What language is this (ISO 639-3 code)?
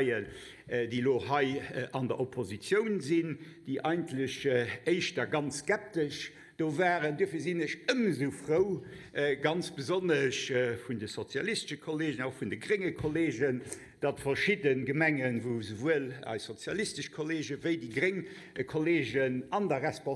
ltz